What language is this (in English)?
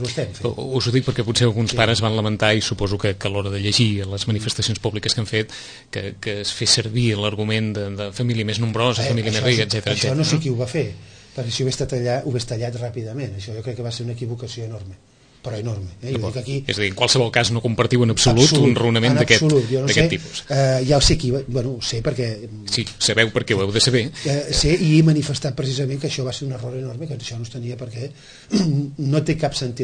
Catalan